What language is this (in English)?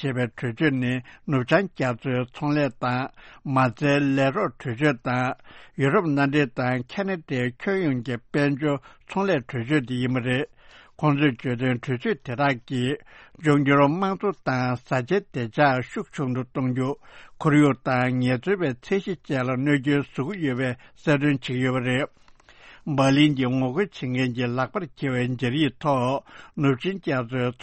Tibetan